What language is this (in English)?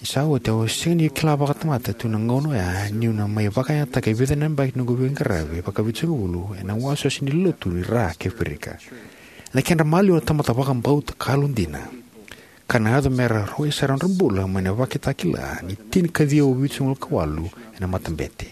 Fijian